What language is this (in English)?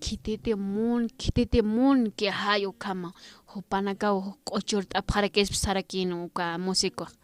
Aymara